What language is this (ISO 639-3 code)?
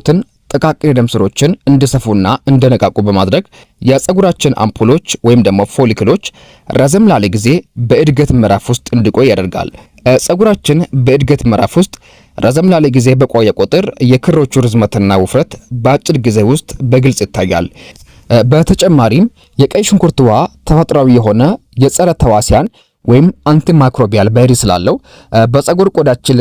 amh